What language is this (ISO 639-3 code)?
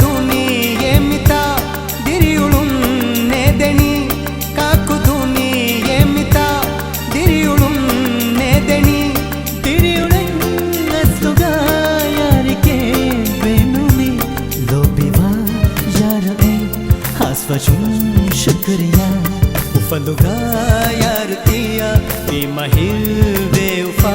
div